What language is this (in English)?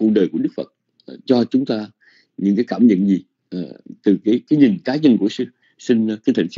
Vietnamese